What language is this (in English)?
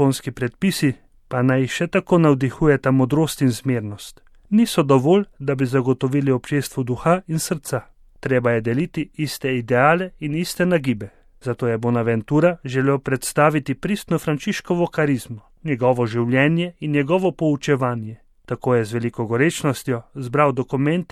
Slovenian